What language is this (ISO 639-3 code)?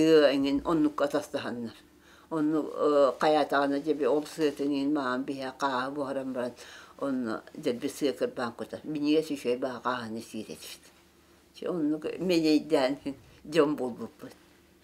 sah